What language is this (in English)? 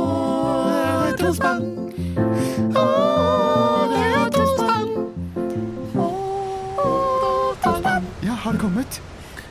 Norwegian